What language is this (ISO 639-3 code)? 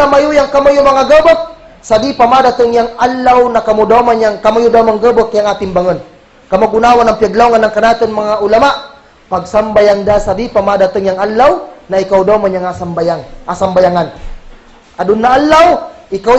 kll